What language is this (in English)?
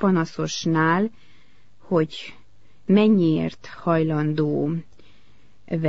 Hungarian